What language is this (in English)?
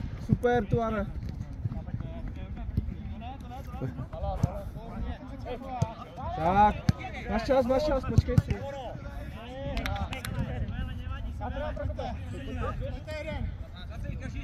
Czech